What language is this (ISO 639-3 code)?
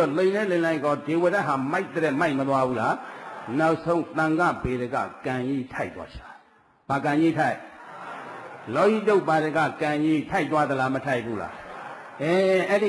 mya